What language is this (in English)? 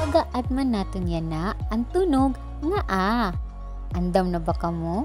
Waray